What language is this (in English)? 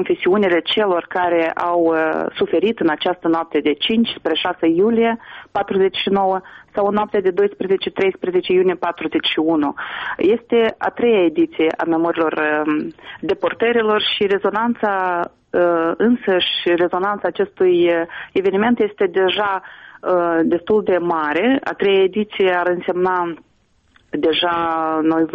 Romanian